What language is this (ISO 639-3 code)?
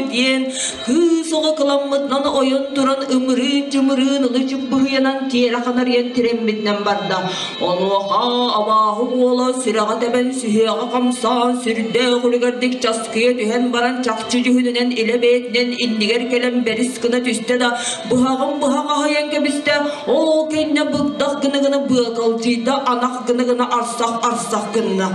sah